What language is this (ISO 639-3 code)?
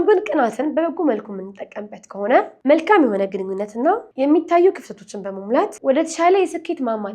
amh